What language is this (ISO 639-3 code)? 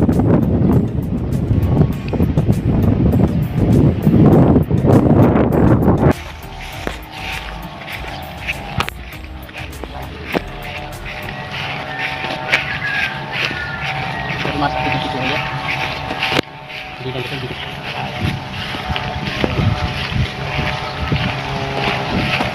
fil